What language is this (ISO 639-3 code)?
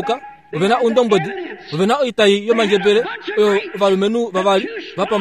kua